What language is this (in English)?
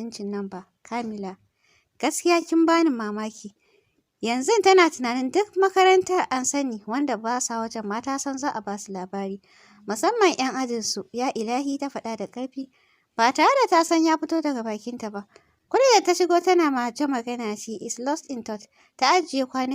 Hausa